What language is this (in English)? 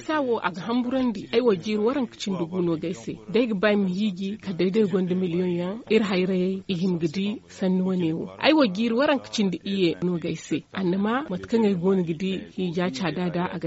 Zarma